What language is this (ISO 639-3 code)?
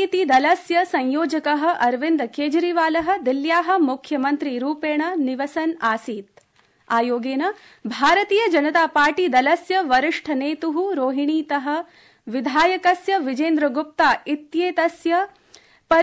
san